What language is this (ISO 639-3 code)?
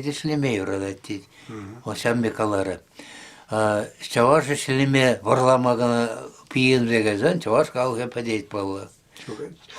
chv